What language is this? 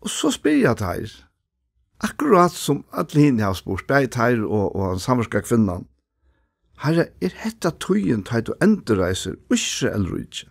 Faroese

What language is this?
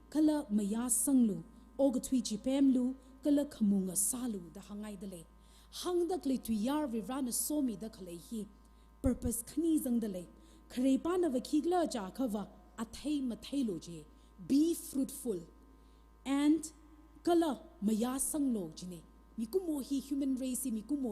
Tangkhul Naga (India)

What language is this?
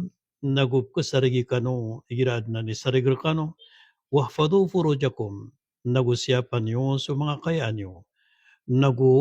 Maranao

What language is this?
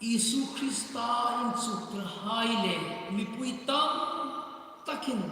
Hmar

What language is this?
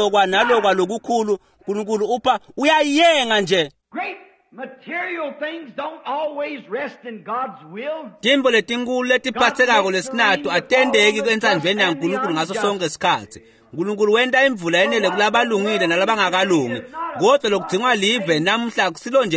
Swati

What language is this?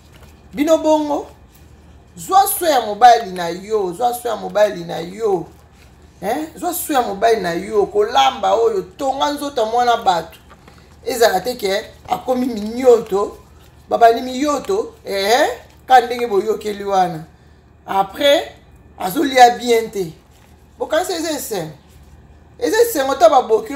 Lingala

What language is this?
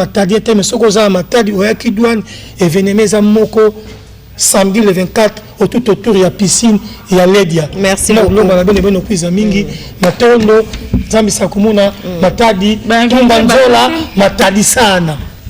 Lingala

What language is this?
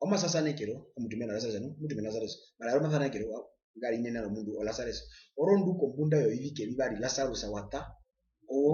Herero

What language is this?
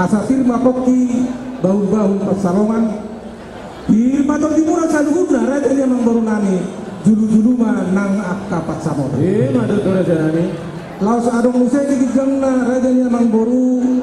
Batak Toba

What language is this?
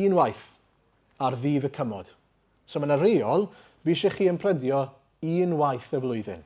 Welsh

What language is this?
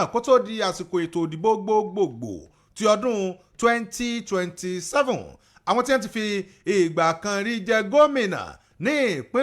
Yoruba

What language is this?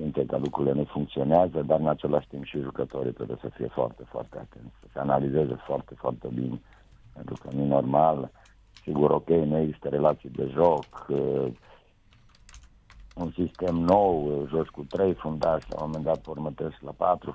Romanian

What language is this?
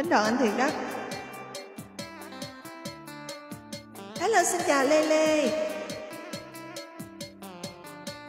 Vietnamese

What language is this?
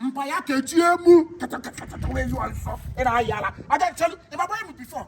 Igbo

